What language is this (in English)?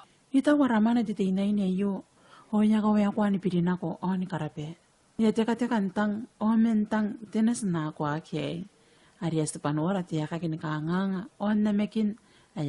Gilbertese